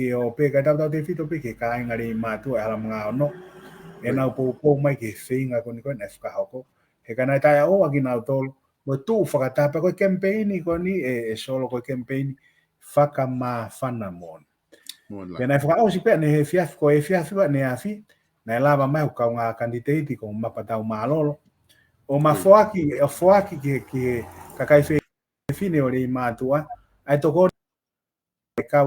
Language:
Tongan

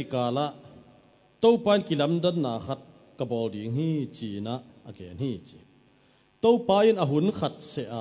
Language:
Tedim Chin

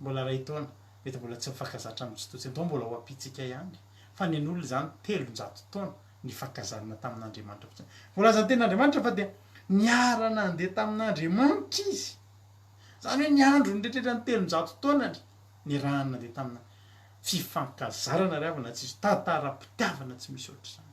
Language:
Malagasy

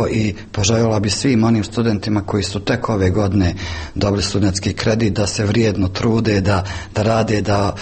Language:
Croatian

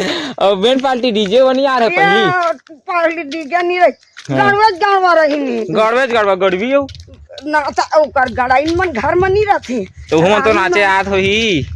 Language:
Chhattisgarhi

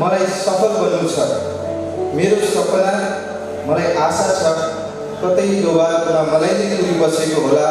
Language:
Nepali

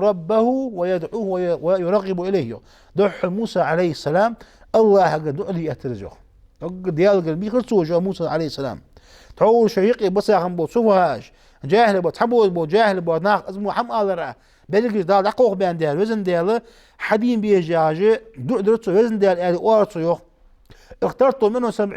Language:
Ingush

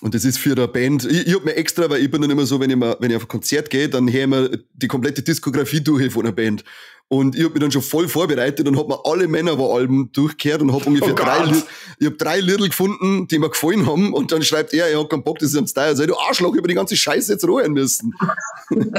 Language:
Bavarian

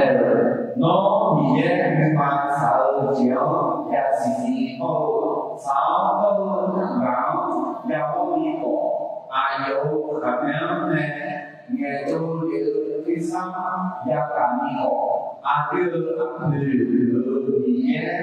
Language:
Akha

